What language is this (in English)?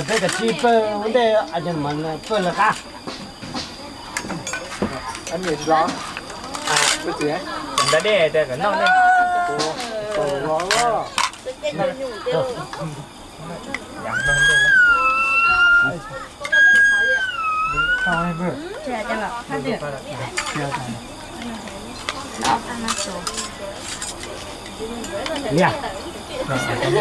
Vietnamese